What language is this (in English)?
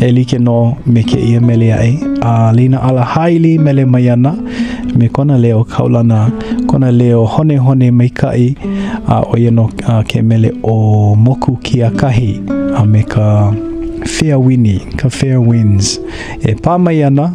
Hawaiian